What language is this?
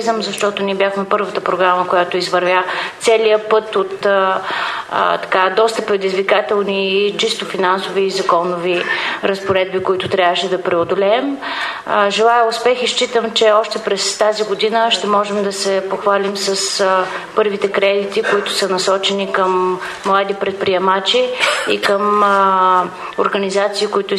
Bulgarian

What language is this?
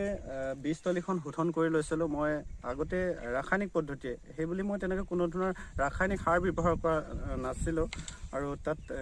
Assamese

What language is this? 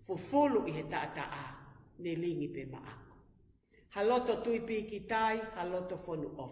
Tongan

